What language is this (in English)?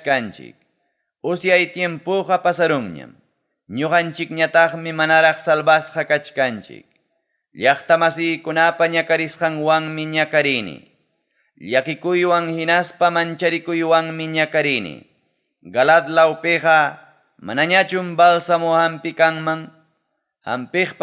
Ayacucho Quechua